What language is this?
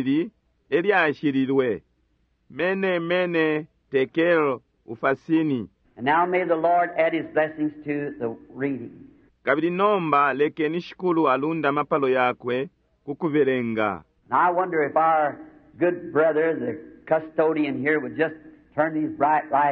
Bemba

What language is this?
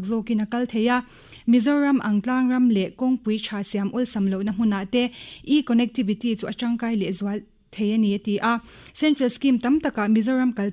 Mizo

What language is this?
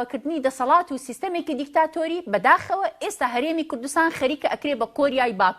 Central Kurdish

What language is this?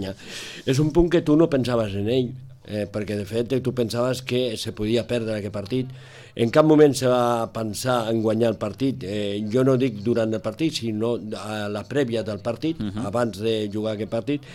Catalan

